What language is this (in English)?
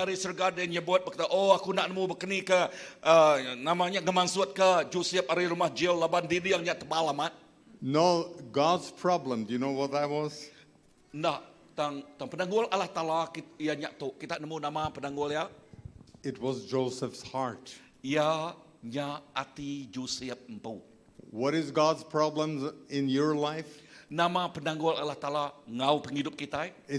Iban